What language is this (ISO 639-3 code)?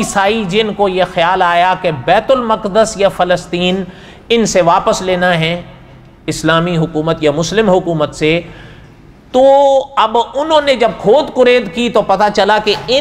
urd